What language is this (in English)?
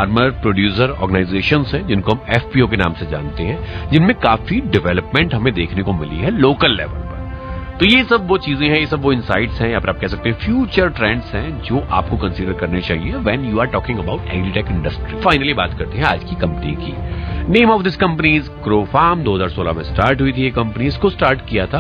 Hindi